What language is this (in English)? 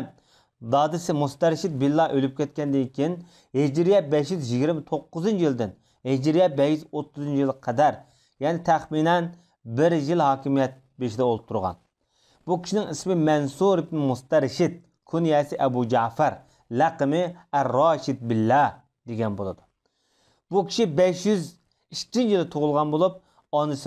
Uyghur